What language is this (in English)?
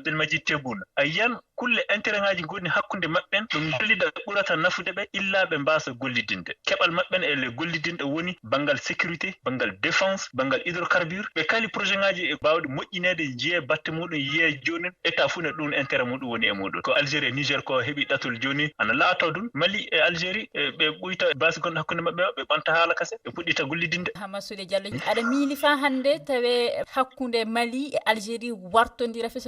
Fula